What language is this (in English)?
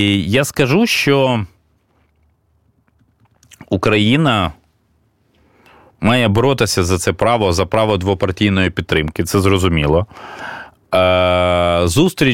Ukrainian